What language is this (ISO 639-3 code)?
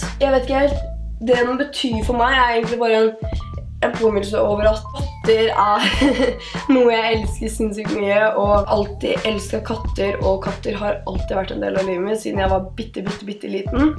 nor